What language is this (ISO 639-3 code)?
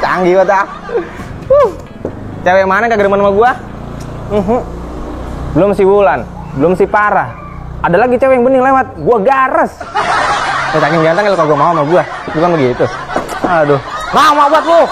bew